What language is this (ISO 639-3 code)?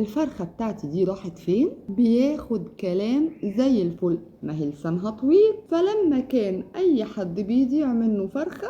arz